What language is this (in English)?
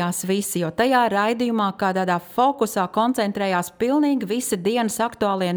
Latvian